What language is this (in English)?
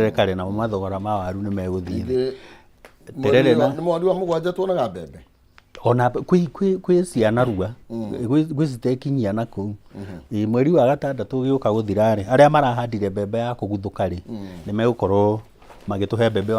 Kikuyu